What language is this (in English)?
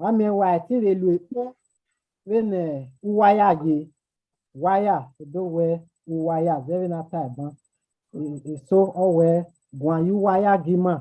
Bini